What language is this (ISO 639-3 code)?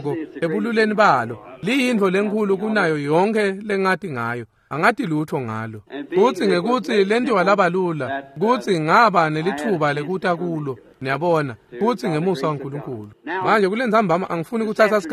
ssw